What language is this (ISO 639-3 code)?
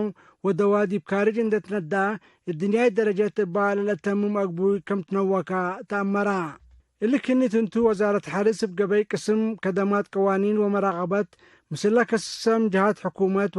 tig